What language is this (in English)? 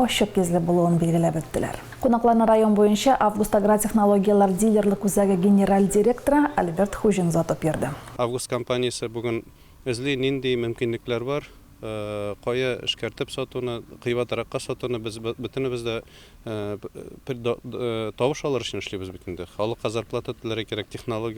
Tatar